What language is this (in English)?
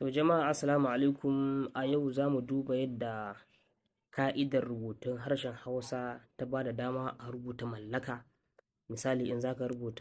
Hausa